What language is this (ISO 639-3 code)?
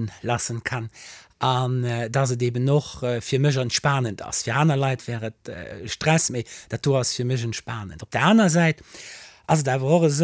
ltz